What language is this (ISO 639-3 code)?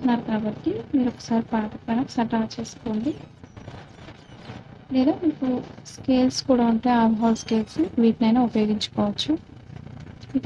tel